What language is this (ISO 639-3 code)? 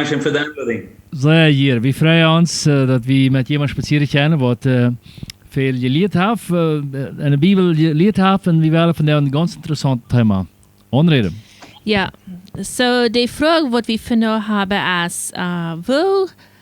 pdt